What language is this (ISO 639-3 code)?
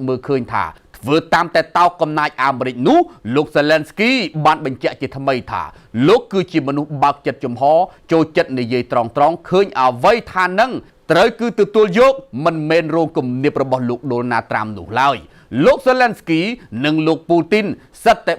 khm